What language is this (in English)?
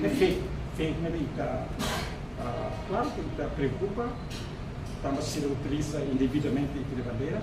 Tetum